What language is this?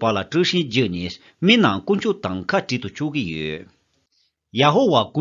Tibetan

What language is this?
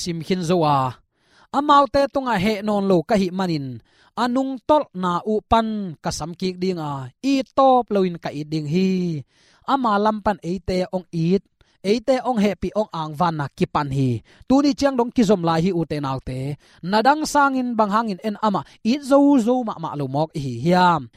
Tedim Chin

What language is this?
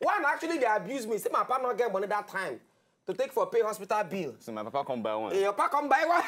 Nigerian Pidgin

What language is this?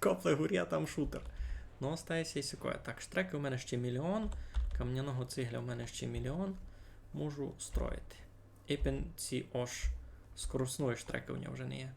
Rusyn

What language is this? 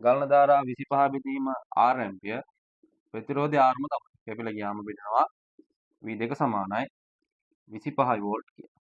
Sinhala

